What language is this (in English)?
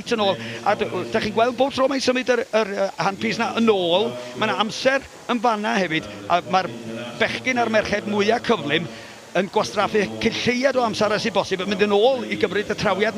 Welsh